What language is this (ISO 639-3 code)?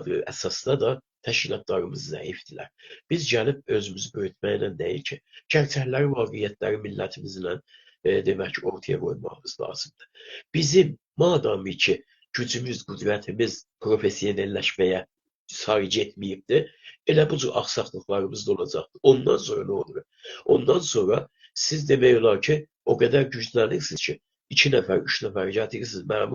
azb